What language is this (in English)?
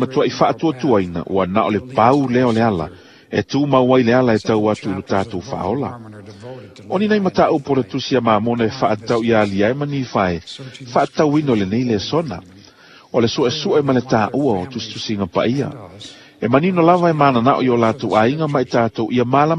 Samoan